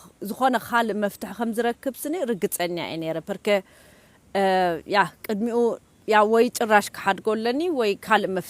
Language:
Tigrinya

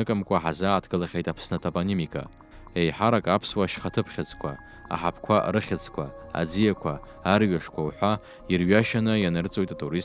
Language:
Abkhazian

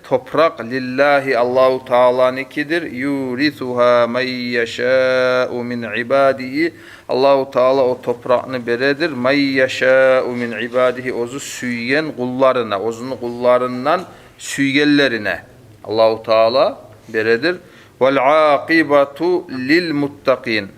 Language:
Kumyk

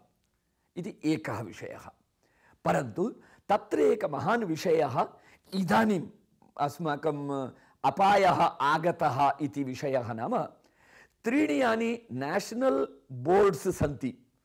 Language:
Sanskrit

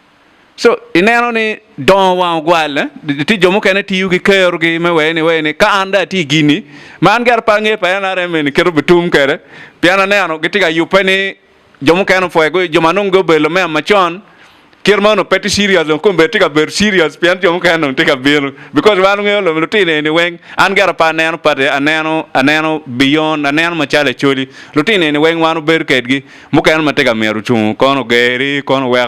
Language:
Acoli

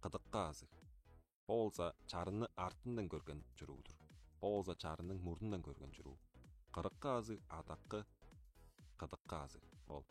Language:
Tuvinian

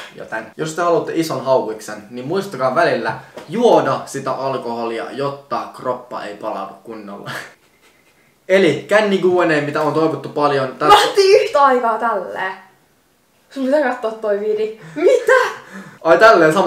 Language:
Finnish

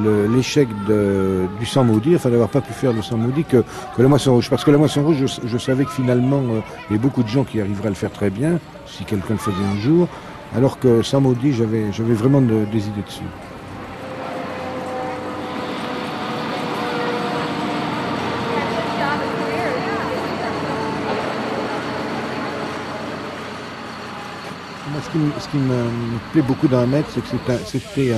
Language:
French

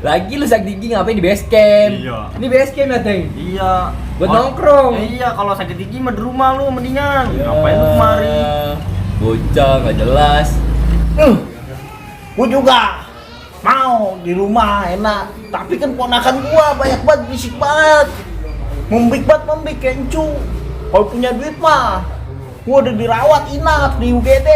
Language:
Betawi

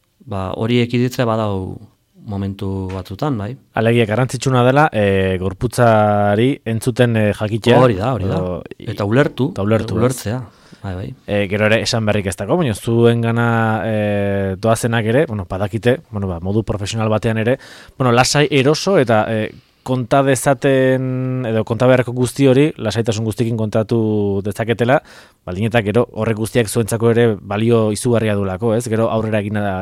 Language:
Basque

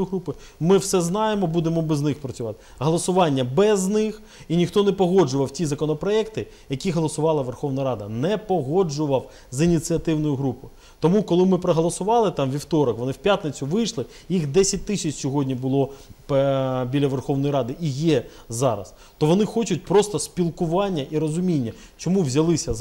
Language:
Ukrainian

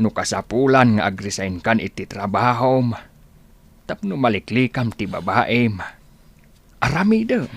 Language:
Iloko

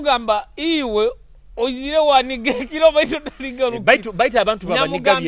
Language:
Nyoro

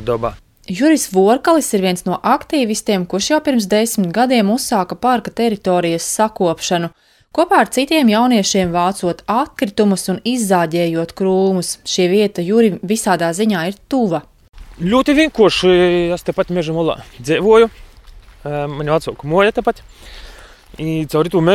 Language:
Latvian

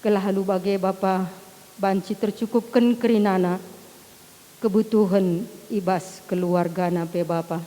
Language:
Batak Karo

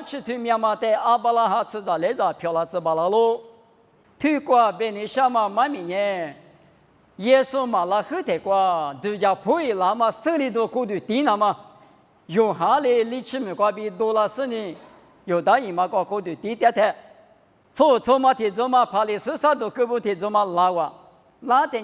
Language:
Lisu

